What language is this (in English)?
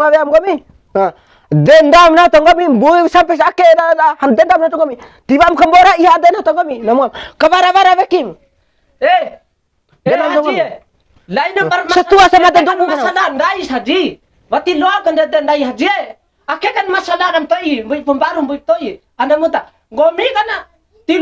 Bima